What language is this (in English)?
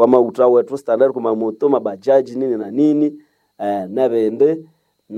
Nande